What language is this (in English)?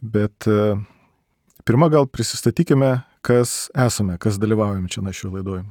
Lithuanian